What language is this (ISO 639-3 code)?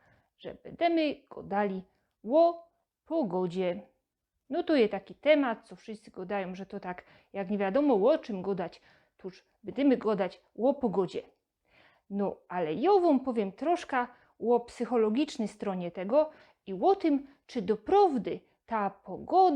szl